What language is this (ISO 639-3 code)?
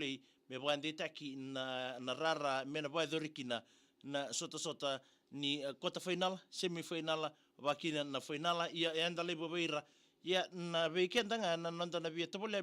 fij